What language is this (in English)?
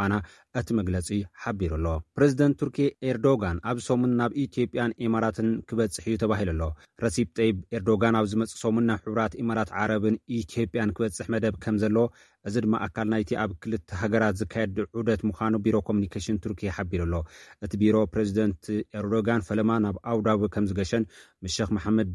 Tigrinya